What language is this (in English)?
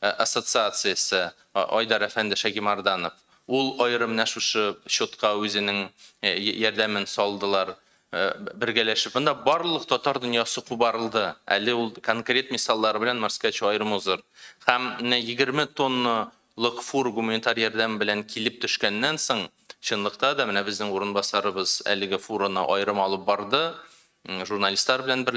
Tatar